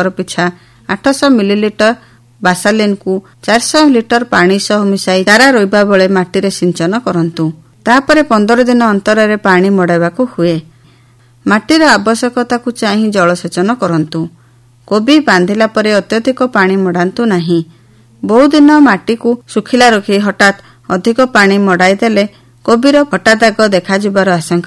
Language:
Odia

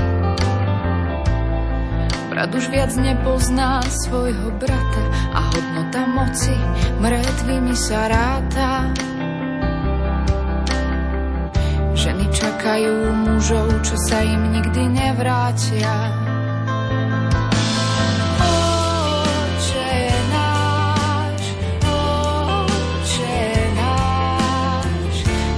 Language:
Slovak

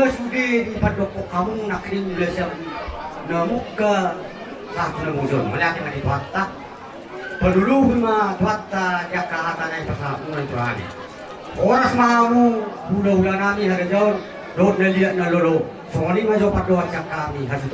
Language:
Batak Toba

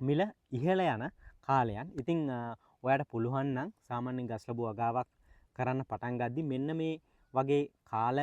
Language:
Sinhala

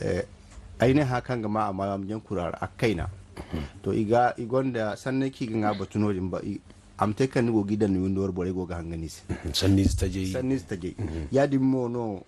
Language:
Zarma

